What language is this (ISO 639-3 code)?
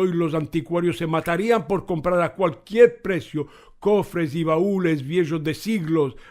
lad